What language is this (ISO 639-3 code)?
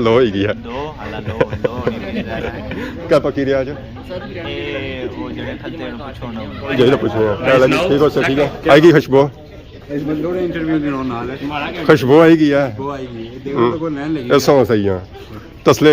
phr